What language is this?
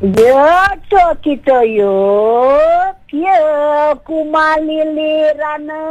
Balinese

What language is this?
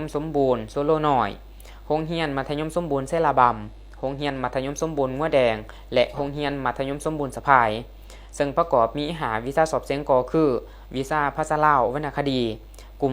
Lao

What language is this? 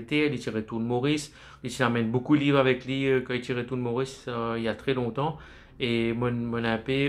Morisyen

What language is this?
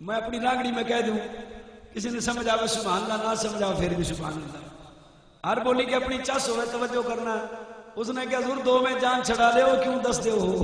Saraiki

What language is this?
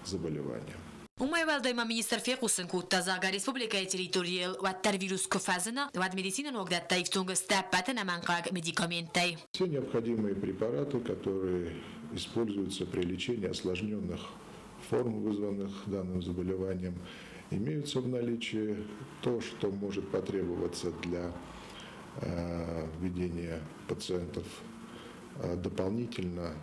Ossetic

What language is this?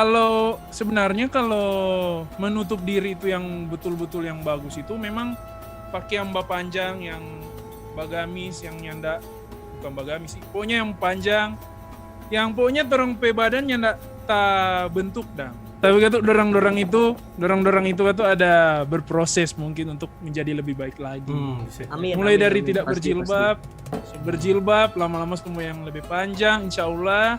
Manado Malay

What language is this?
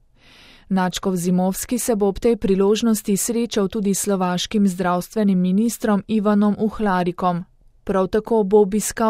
Slovenian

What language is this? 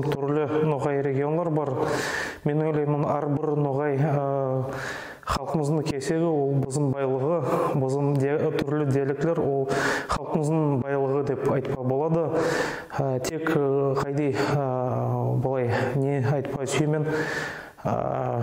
Nogai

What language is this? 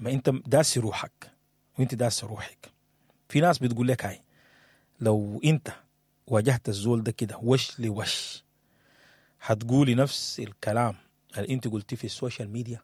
Sudanese Arabic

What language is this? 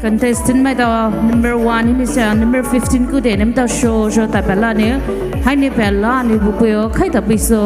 Poumei Naga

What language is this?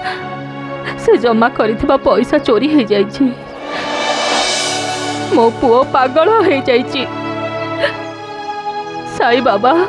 Odia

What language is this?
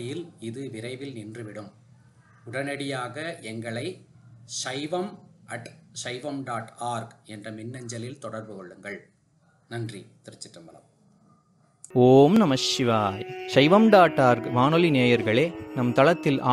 Tamil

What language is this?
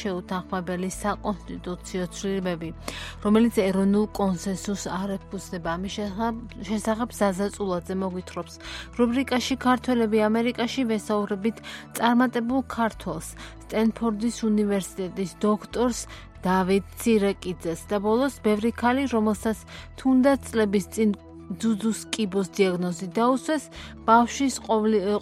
Georgian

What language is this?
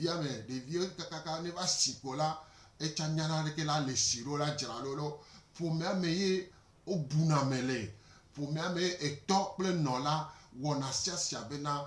Gen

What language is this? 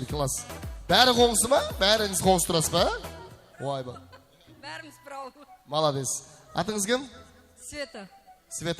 Kara-Kalpak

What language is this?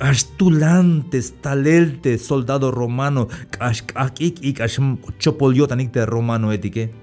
Tzeltal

